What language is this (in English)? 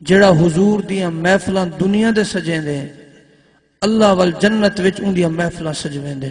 Saraiki